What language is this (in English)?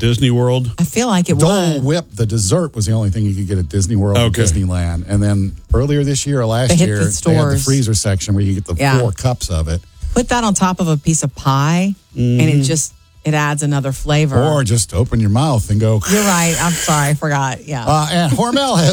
English